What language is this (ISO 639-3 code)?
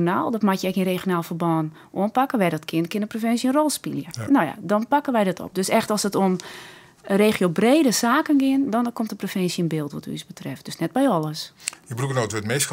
fry